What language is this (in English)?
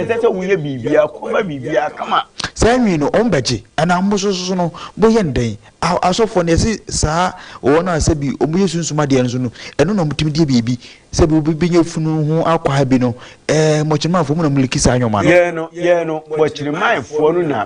Akan